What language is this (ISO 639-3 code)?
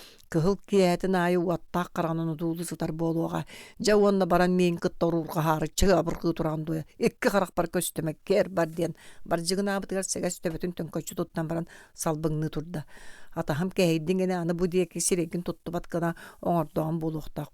sah